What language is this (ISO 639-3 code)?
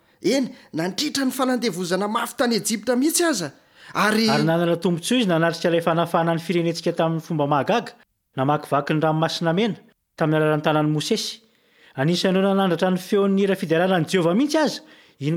mlg